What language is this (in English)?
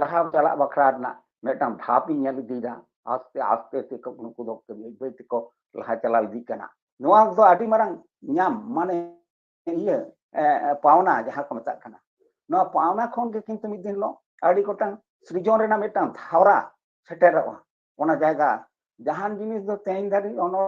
Santali